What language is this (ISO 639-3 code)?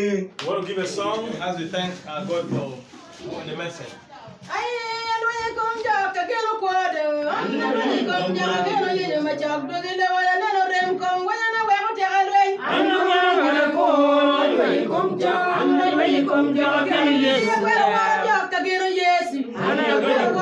ach